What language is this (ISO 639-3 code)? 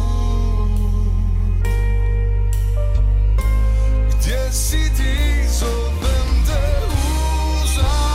srp